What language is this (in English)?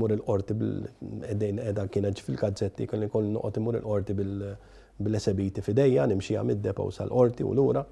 Maltese